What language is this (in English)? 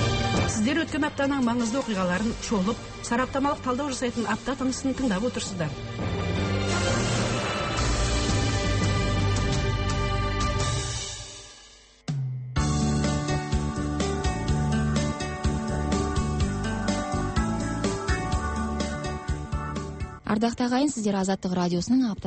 Kazakh